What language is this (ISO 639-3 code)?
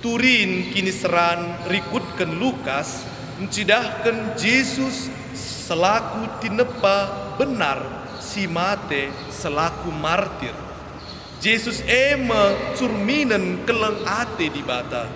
btx